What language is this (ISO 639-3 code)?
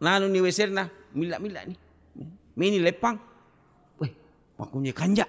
bug